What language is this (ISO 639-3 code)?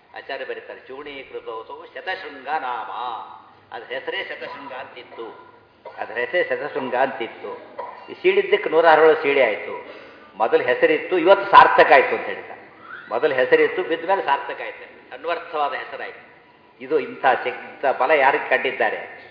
kan